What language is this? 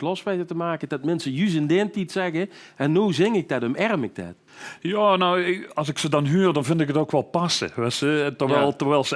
Limburgish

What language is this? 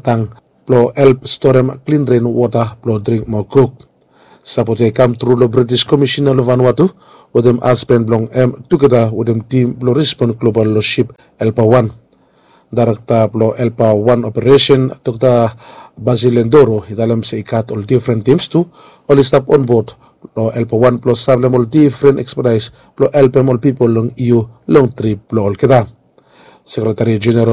Bislama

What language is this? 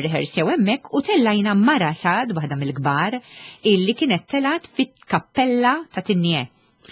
Maltese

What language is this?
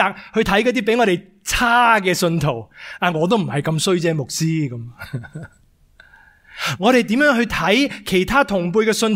Cantonese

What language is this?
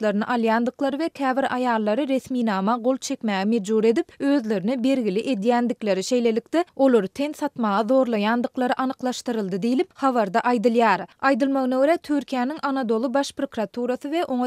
Turkmen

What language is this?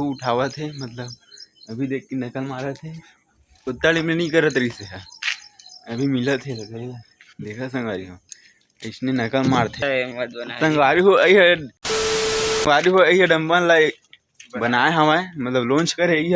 Chhattisgarhi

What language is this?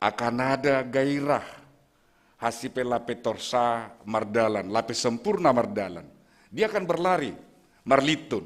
Batak Simalungun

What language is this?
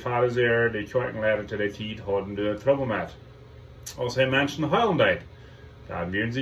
Plautdietsch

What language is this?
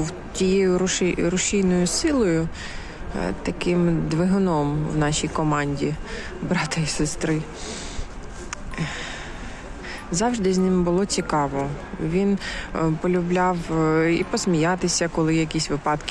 Ukrainian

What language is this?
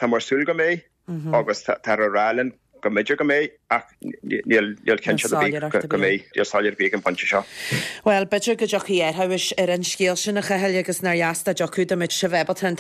Irish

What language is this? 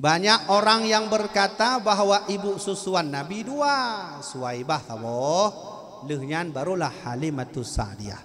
Achinese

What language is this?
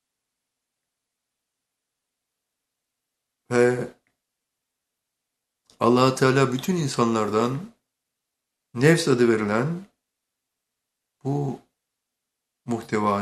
Turkish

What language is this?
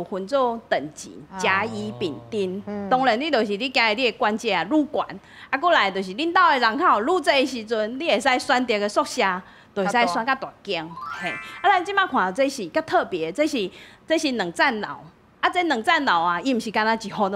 Min Nan Chinese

